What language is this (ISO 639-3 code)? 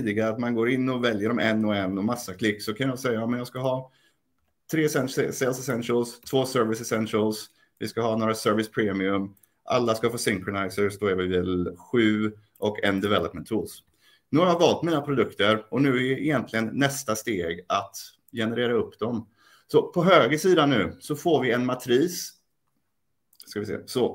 swe